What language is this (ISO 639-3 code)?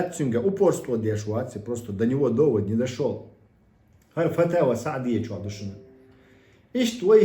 che